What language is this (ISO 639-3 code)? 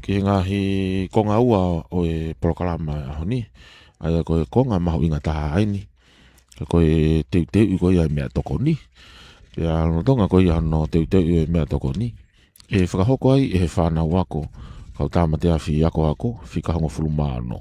ton